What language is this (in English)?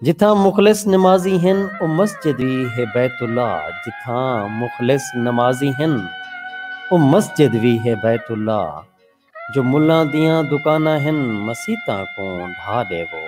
Saraiki